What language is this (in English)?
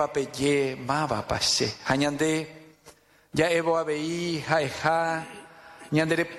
Guarani